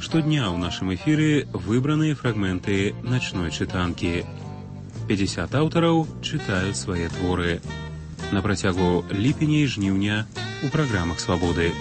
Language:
Belarusian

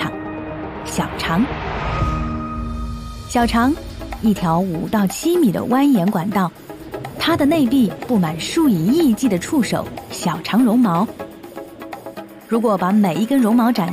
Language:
Chinese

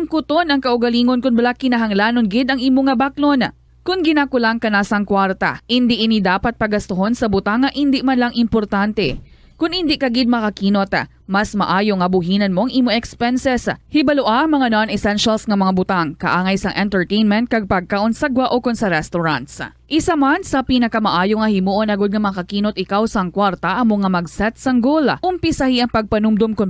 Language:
Hiligaynon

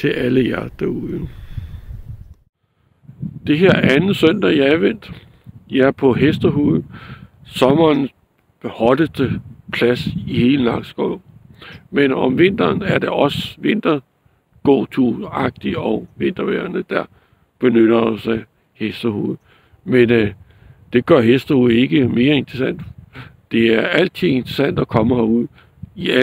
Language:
Danish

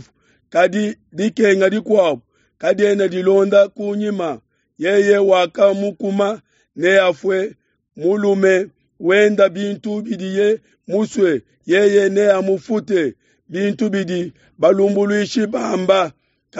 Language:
Luba-Lulua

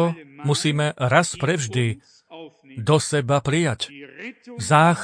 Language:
Slovak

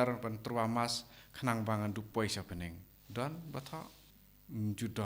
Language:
Khasi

